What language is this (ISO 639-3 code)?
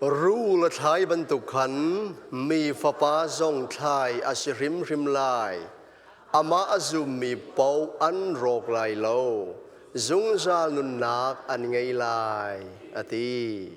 cnh